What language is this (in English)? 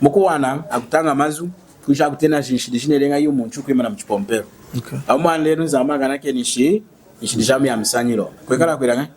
Lunda